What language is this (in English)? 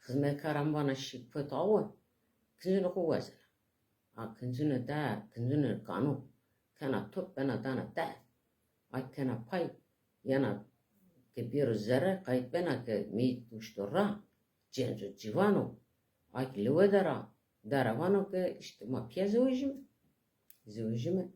Zaza